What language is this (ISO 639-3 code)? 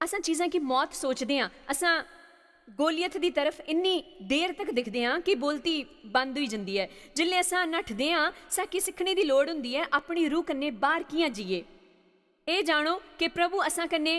doi